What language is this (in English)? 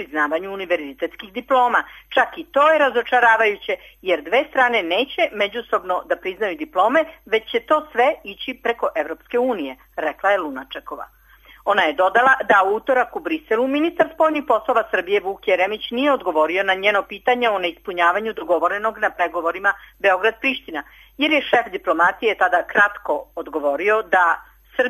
Serbian